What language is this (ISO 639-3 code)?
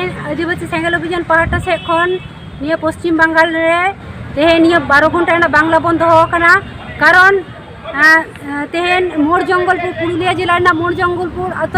sat